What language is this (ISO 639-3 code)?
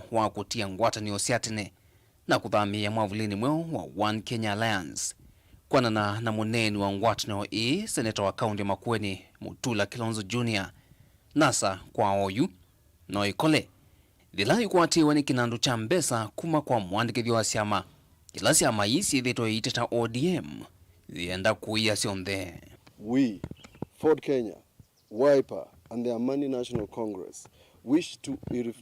kam